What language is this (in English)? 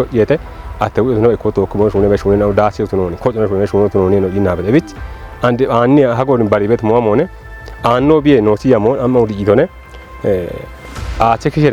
Kafa